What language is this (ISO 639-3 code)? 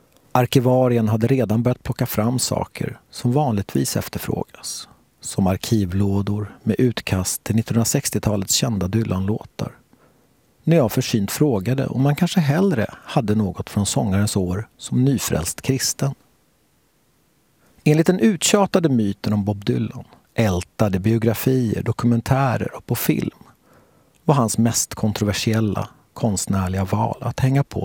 swe